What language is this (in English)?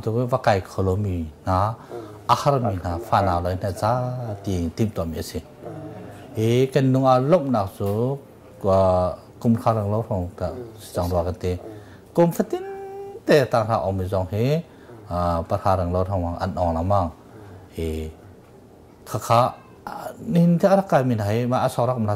Hakha Chin